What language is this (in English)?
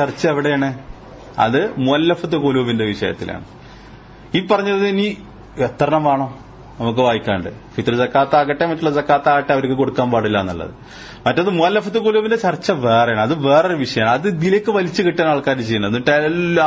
Malayalam